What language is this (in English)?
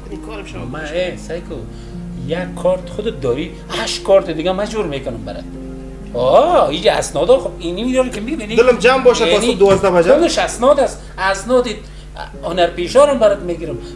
Persian